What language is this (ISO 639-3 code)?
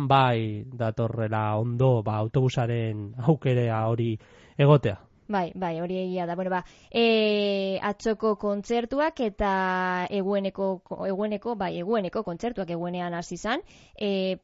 eus